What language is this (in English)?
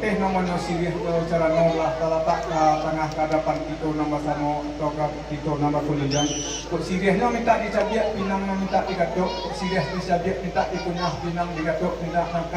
Minangkabau